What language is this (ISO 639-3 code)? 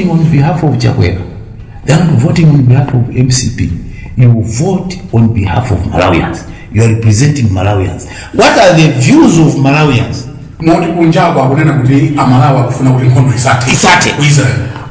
nya